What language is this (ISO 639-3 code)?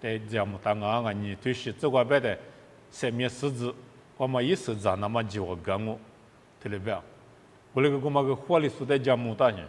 lis